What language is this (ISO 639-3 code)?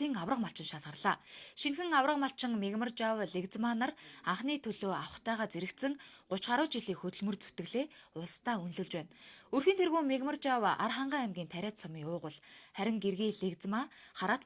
mon